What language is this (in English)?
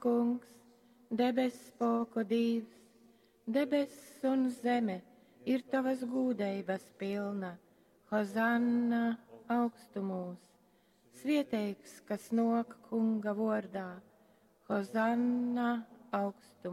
Latgalian